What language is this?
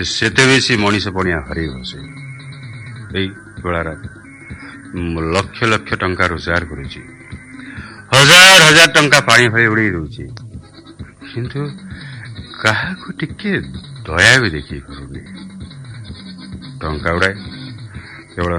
Odia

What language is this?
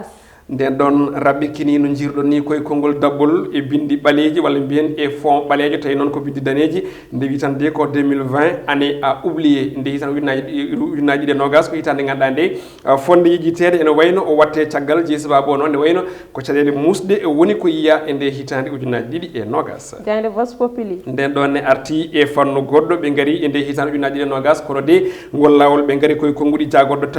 Fula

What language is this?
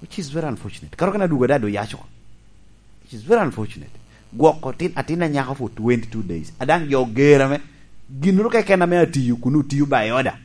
Lango (Uganda)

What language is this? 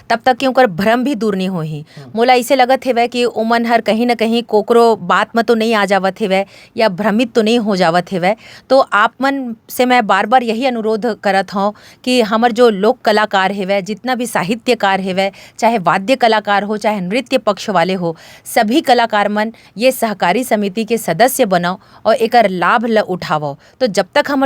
Chhattisgarhi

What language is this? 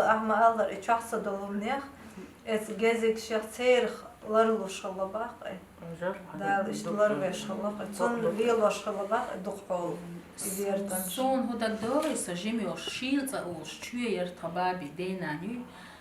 Chechen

